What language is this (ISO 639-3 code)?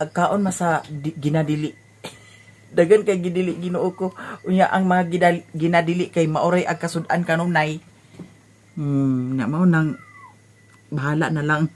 ceb